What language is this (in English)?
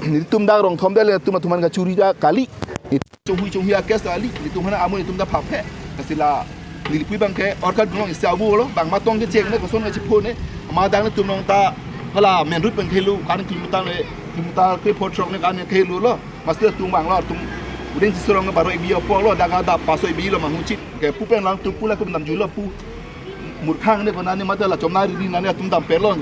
Karbi